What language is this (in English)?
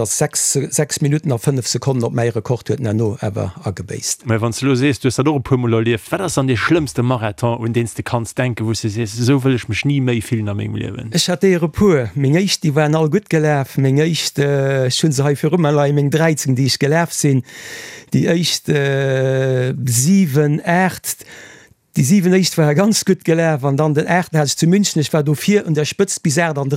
Luxembourgish